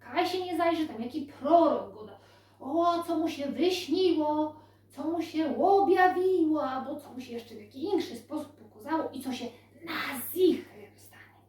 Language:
Silesian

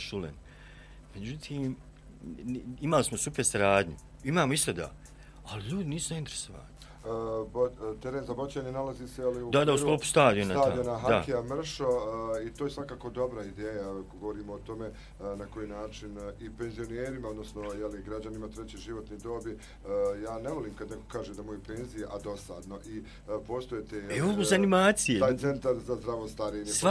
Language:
Bosnian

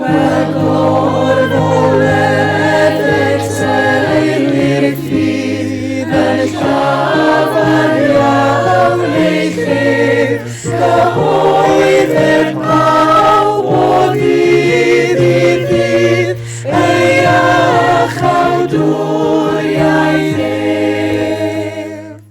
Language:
Welsh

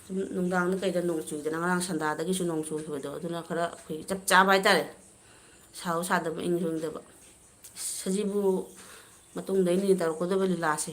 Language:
Manipuri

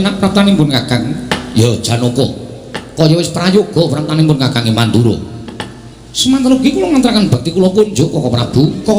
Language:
Javanese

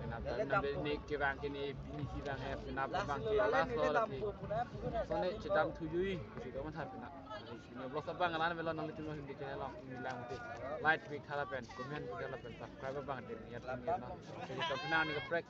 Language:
Karbi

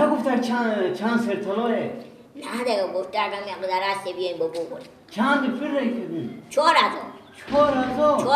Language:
Persian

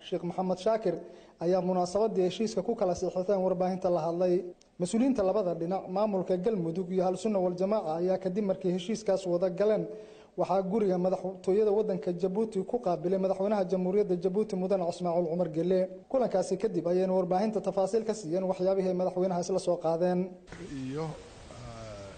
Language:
Somali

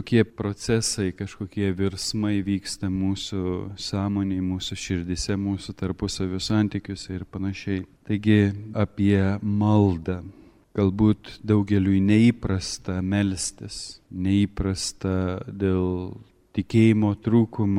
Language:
Lithuanian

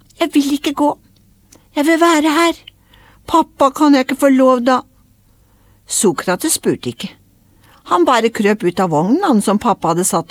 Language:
Norwegian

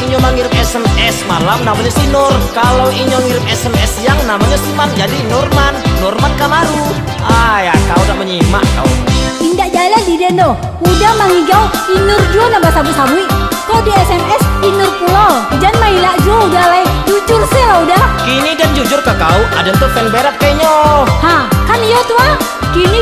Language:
Minangkabau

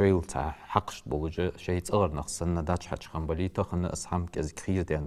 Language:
Ingush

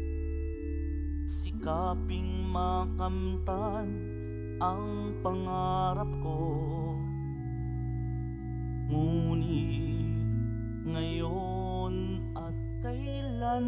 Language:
Filipino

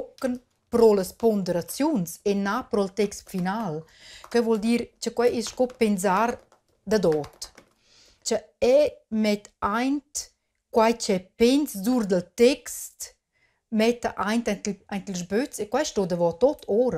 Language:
Romansh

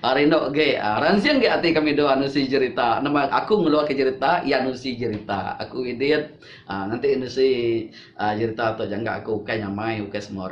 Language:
Iban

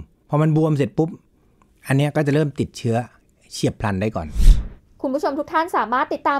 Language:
Thai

